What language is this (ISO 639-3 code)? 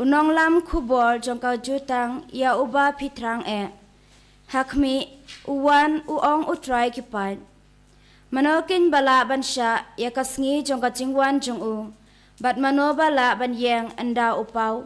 kha